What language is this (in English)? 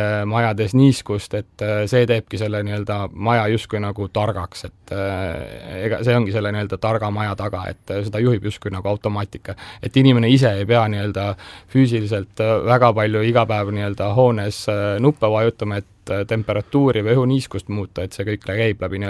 Estonian